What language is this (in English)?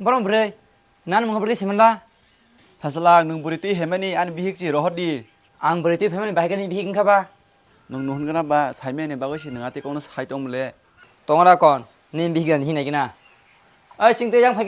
Kok Borok